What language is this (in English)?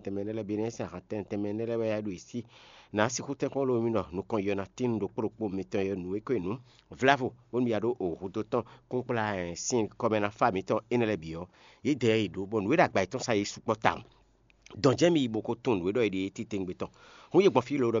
Fon